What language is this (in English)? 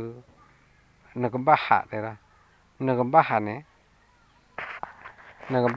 S'gaw Karen